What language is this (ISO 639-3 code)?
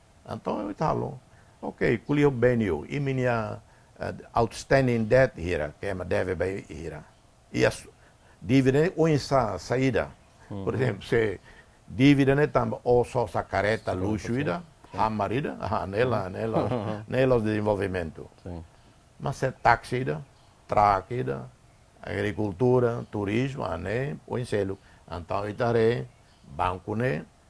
tet